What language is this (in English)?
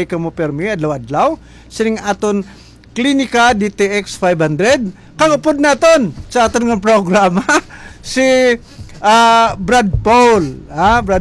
Hiligaynon